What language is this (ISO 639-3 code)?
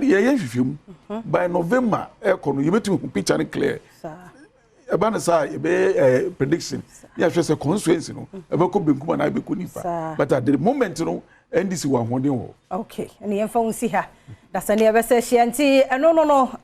aka